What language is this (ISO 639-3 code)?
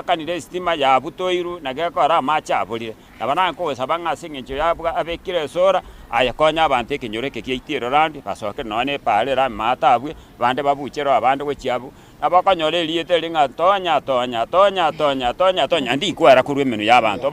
guz